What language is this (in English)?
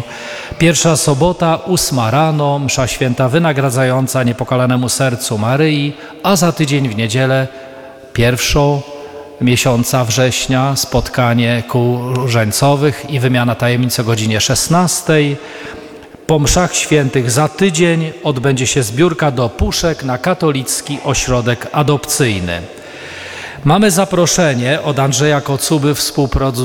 Polish